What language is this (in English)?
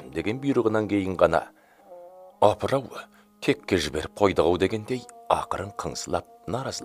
Kazakh